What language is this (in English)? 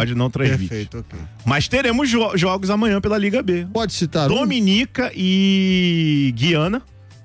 Portuguese